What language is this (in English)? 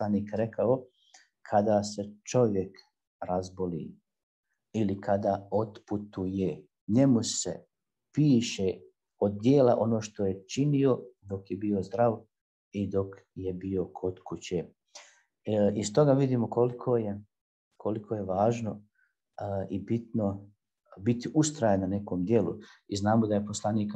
Bosnian